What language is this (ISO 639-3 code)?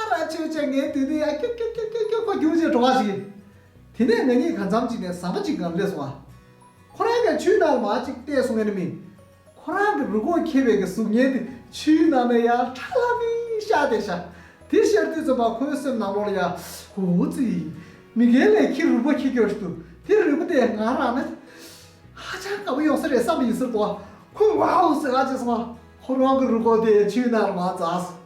bod